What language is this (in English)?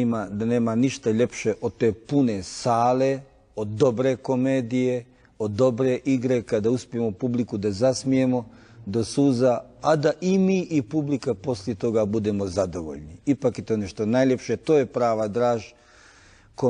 Bosnian